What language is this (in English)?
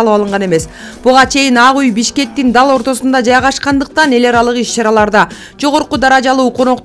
Kyrgyz